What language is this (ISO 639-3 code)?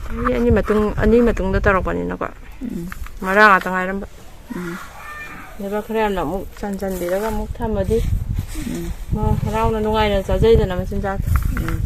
mni